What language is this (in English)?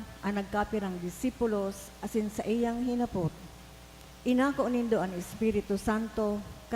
Bikol